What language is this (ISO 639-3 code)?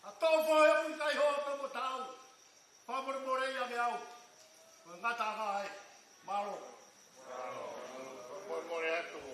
ton